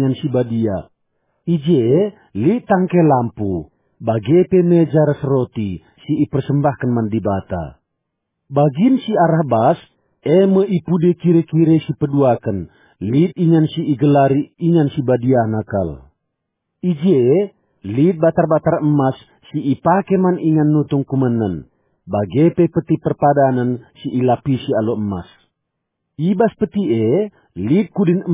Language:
Batak Karo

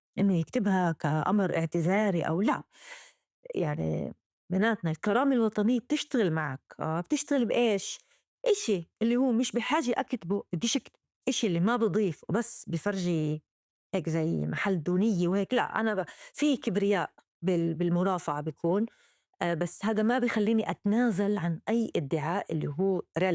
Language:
North Levantine Arabic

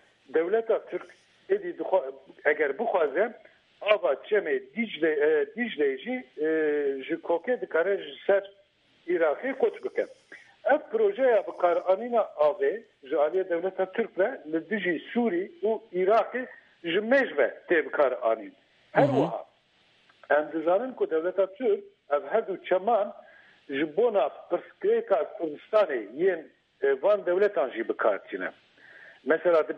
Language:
Kurdish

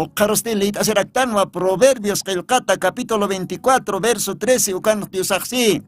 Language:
Aymara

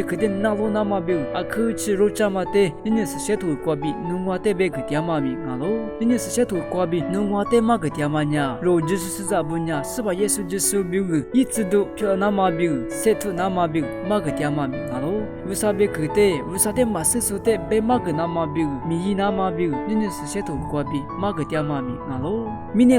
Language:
Lisu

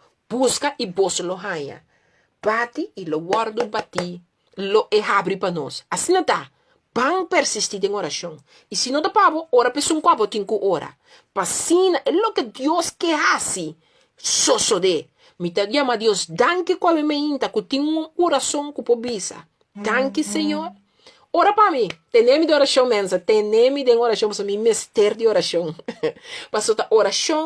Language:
Papiamento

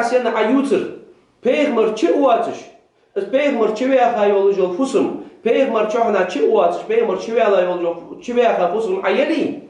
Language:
Ingush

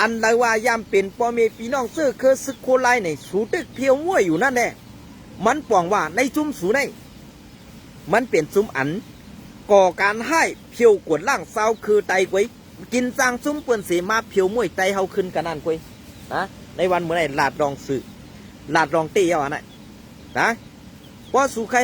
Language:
Shan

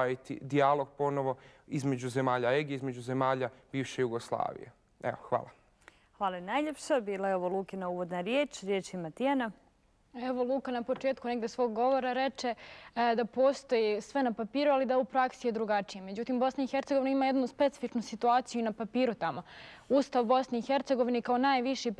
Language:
Bosnian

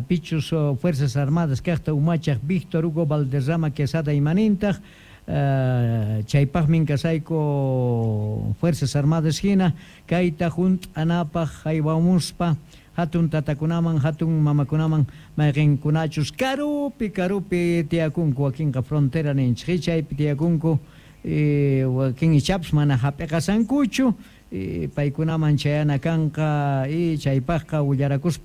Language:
South Bolivian Quechua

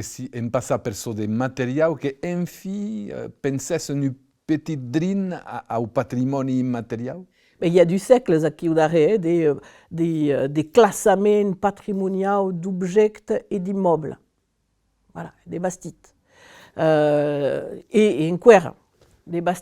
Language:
Occitan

